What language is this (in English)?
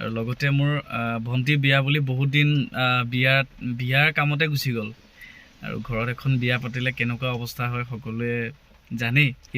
Assamese